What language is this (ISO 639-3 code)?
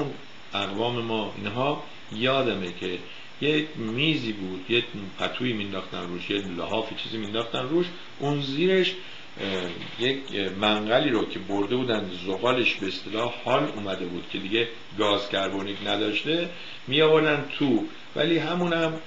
fas